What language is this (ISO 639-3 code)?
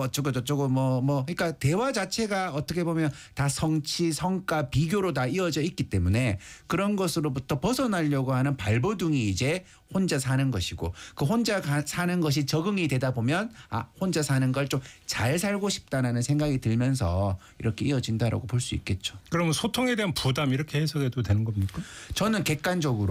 kor